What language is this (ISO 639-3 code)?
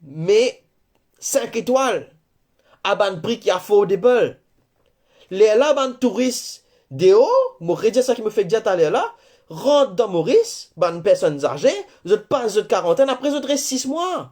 mfe